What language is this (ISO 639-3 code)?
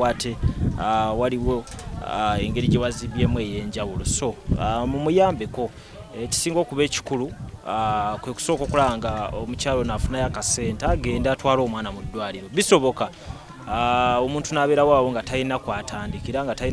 lug